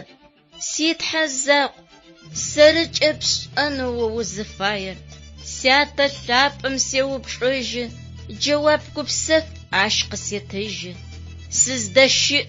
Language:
Adyghe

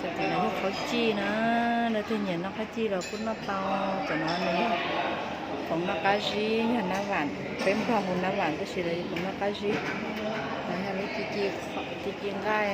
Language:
Hmong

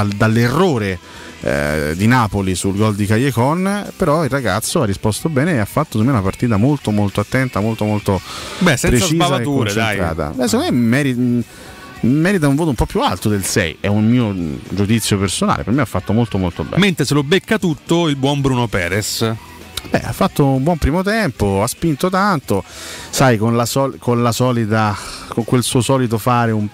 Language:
Italian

